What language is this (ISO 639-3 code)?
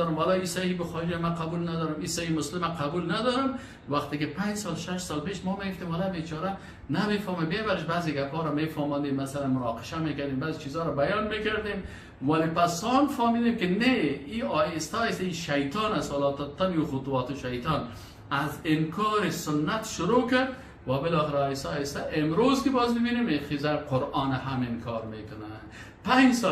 fas